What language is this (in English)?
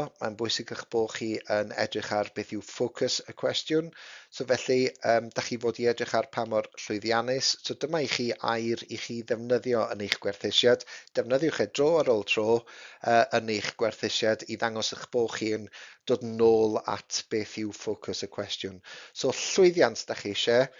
Welsh